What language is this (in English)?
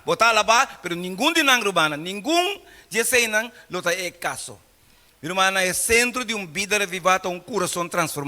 Papiamento